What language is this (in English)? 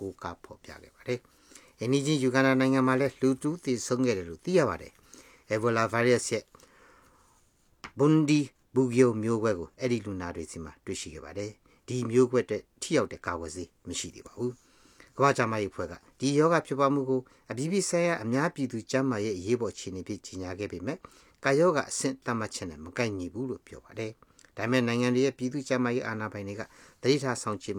Burmese